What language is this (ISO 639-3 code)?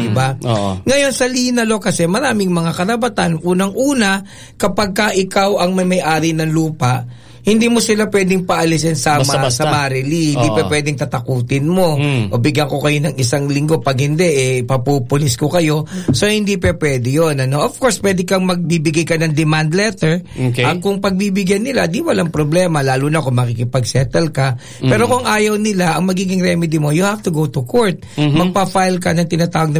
fil